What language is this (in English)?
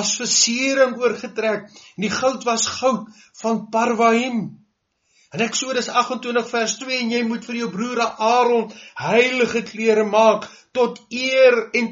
Afrikaans